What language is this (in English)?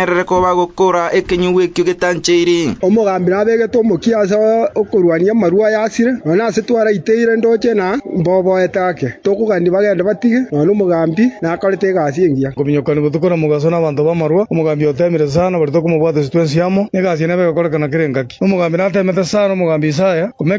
Gusii